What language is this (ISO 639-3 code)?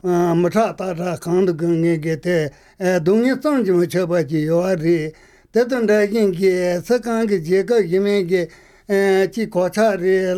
lav